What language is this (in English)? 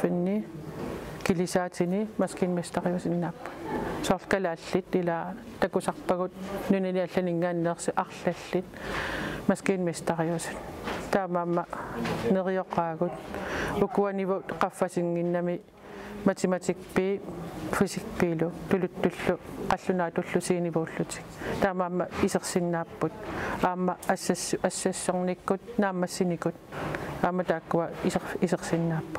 Kalaallisut